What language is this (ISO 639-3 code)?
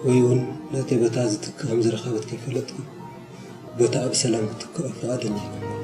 tir